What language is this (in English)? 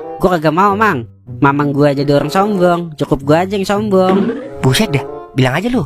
Betawi